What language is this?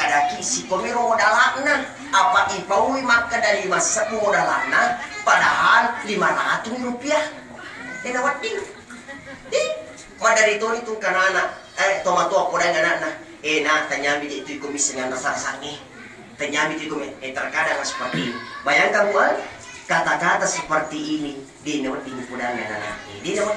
Buginese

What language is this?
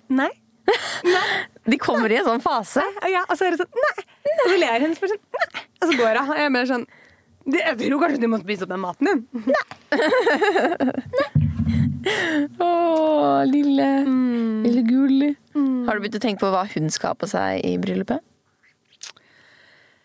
Norwegian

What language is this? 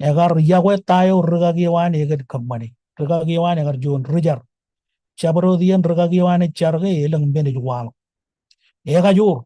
Marshallese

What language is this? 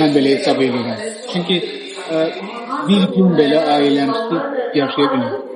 Azerbaijani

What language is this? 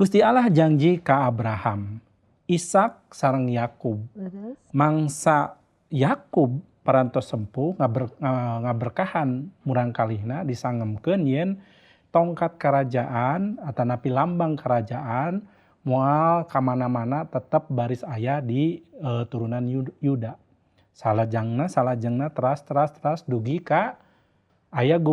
Sundanese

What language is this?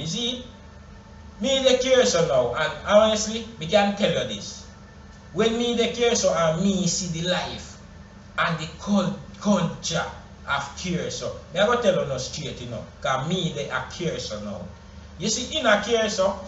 Jamaican Creole English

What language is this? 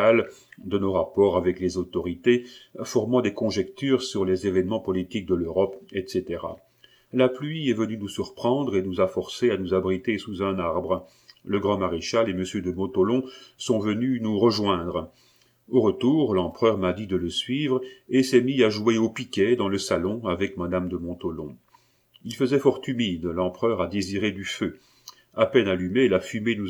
French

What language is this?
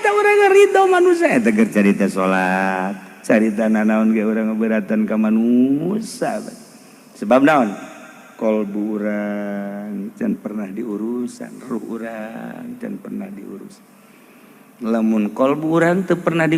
Sundanese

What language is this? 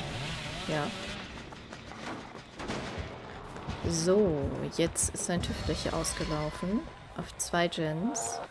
German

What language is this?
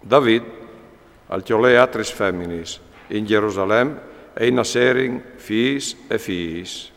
Friulian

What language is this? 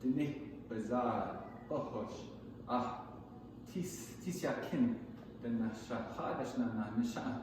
Navajo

